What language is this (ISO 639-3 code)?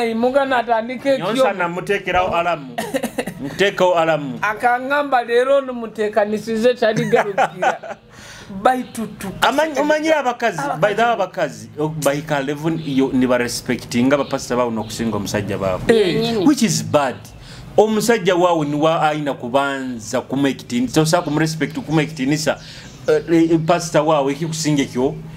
nyo